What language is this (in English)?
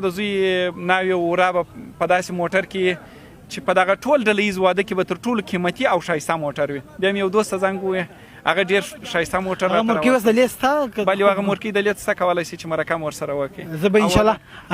Pashto